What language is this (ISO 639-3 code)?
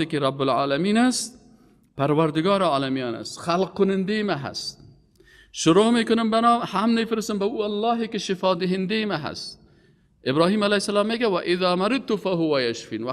fas